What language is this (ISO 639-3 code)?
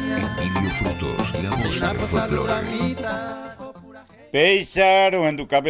grn